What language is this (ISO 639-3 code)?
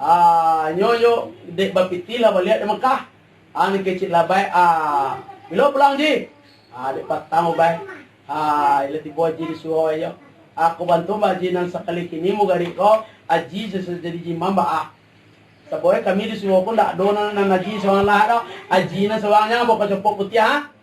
min